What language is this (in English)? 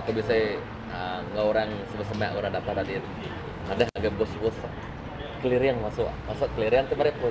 Iban